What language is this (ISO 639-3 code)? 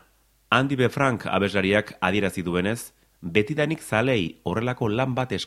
eus